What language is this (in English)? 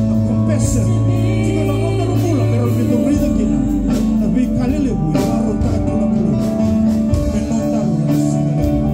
Fijian